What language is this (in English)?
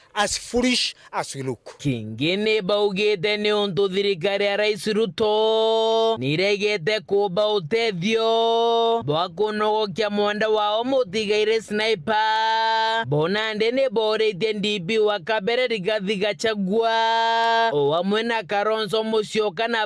Meru